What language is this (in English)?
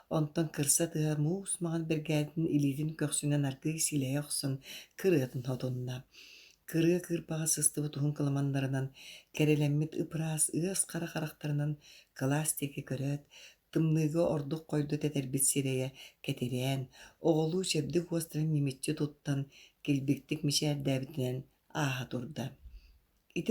Yakut